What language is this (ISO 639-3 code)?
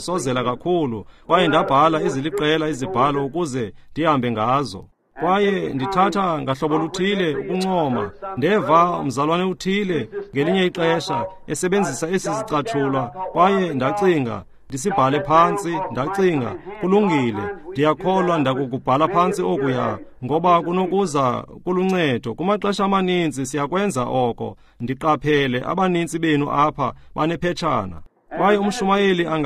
xho